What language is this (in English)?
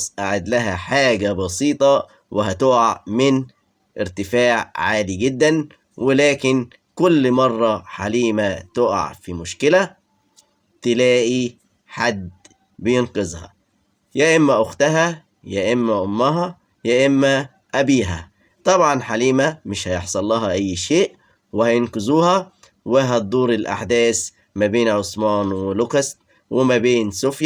Egyptian Arabic